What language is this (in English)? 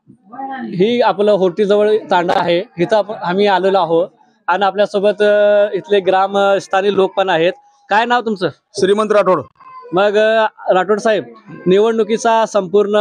Marathi